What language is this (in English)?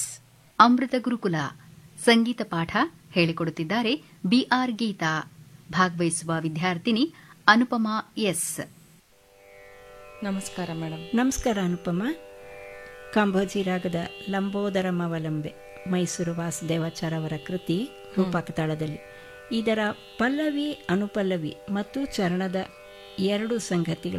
Kannada